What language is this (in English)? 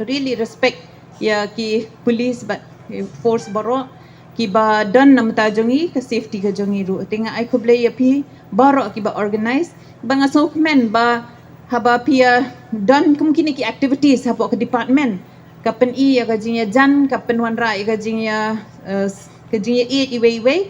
Khasi